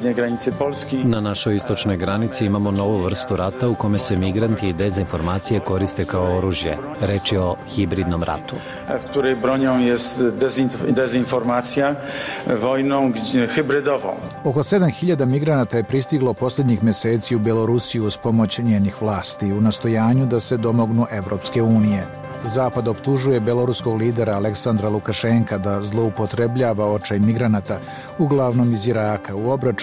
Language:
Serbian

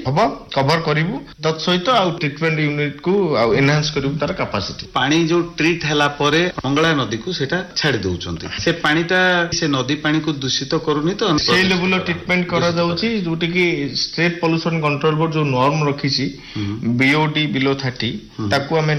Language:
Odia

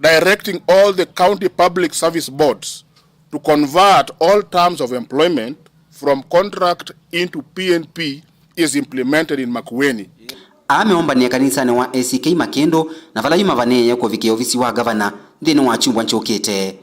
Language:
Kamba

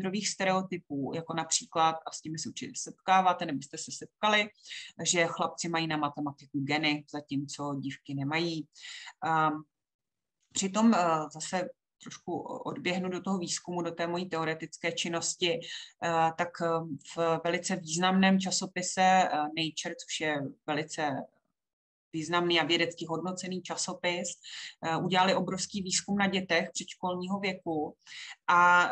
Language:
Czech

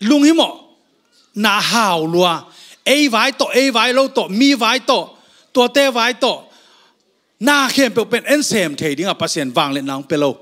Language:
Tedim Chin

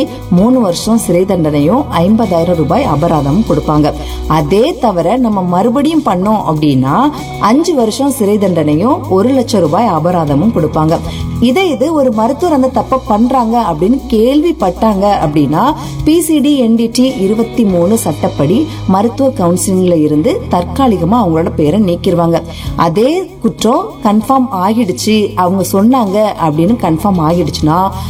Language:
Tamil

